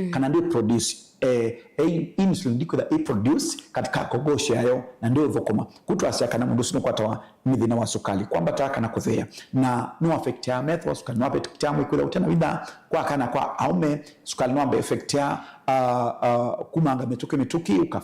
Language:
Kamba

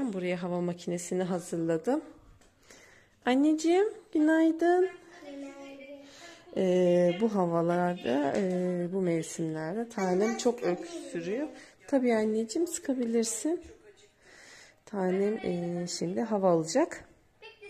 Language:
Turkish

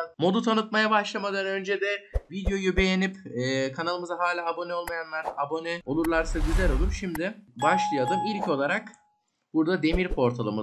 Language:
Turkish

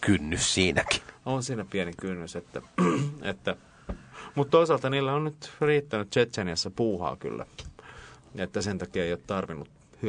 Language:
Finnish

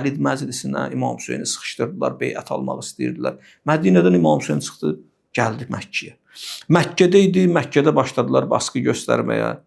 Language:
Azerbaijani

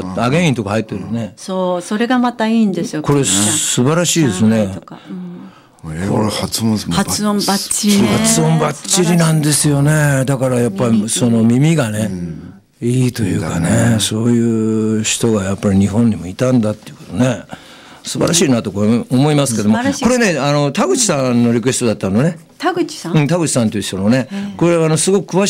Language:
Japanese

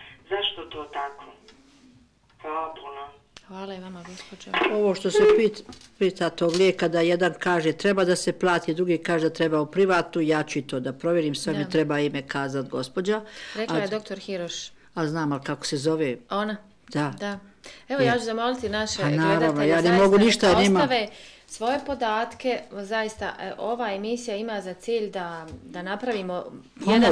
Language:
Bosnian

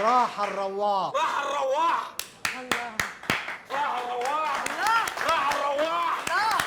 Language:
Egyptian Arabic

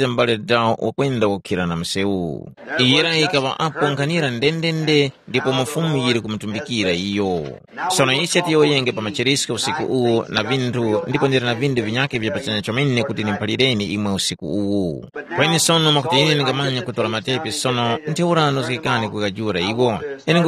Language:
Tumbuka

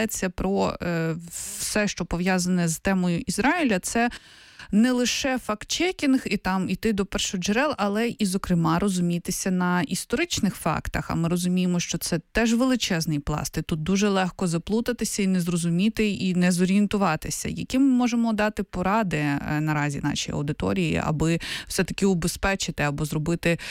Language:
Ukrainian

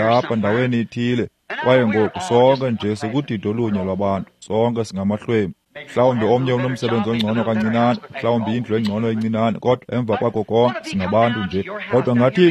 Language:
Xhosa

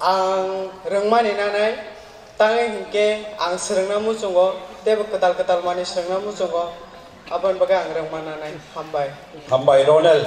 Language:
Kok Borok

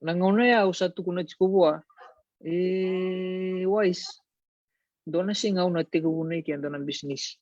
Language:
Fijian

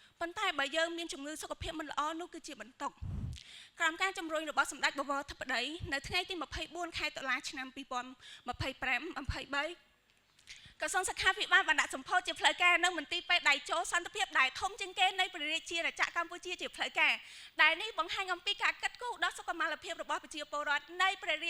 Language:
Khmer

